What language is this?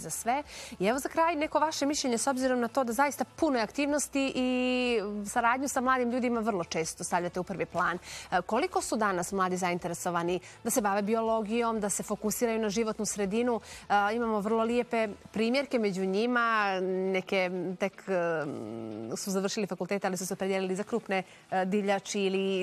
Bosnian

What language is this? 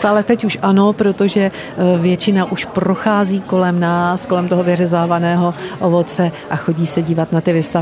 Czech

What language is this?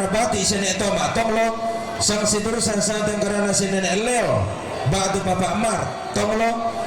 Toraja-Sa'dan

